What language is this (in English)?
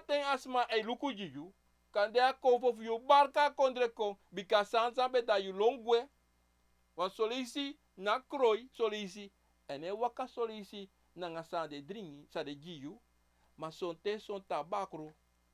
Sranan Tongo